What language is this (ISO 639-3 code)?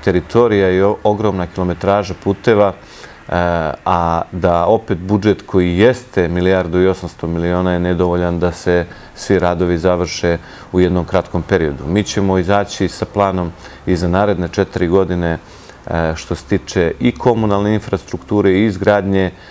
srp